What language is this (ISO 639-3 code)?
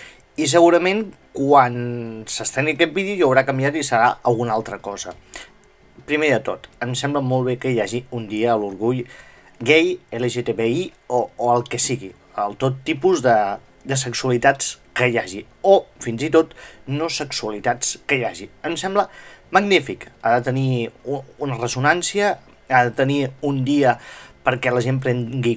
cat